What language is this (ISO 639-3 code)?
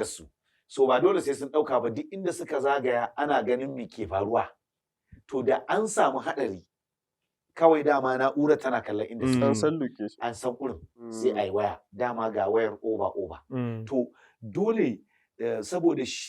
hau